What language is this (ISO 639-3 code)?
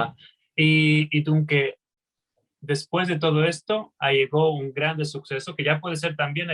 lad